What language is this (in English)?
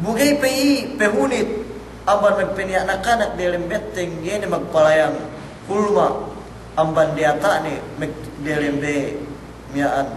Yakan